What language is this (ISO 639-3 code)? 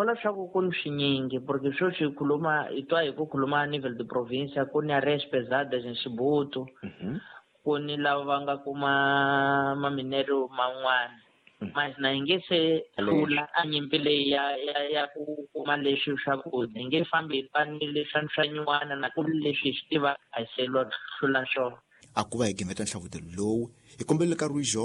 tso